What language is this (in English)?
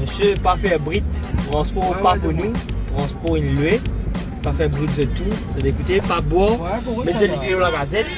Morisyen